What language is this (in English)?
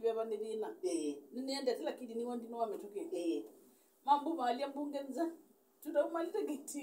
Kamba